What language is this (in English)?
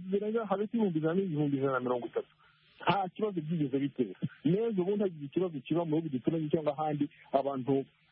Kinyarwanda